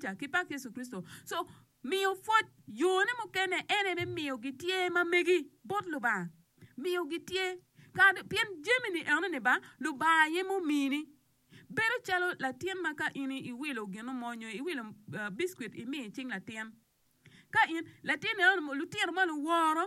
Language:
Acoli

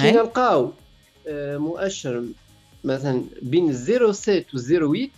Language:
Tunisian Arabic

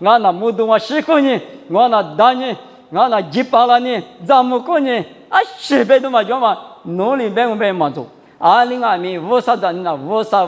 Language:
Lisu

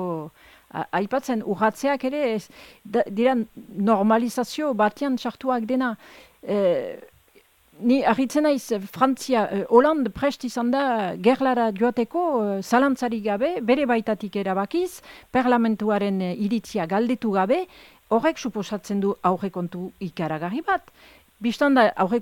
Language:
Basque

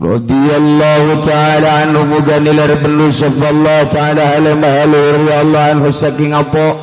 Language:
Sundanese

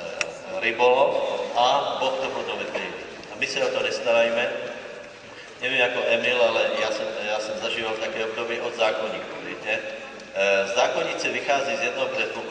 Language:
Slovak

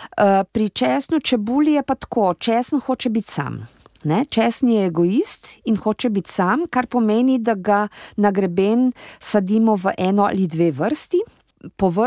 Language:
Slovenian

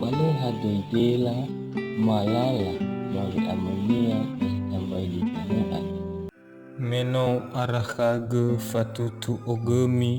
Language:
Nias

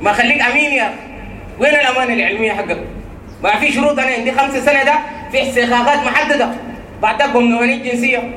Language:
Sudanese Arabic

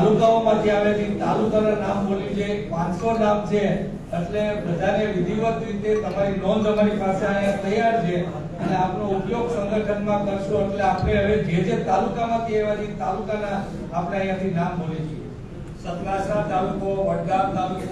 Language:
Gujarati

